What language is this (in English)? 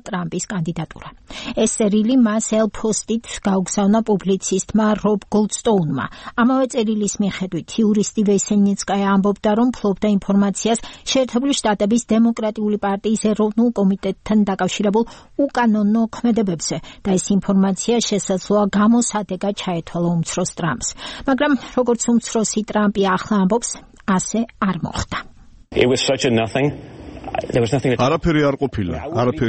Georgian